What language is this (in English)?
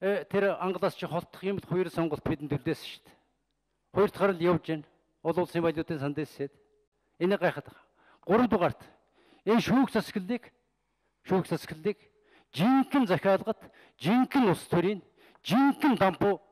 Mongolian